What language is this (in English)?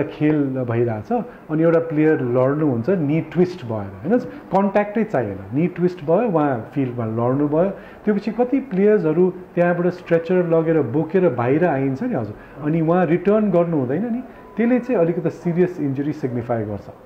Nepali